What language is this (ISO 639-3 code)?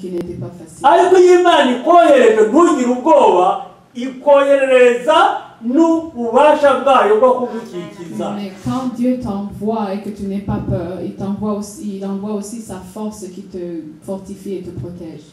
kin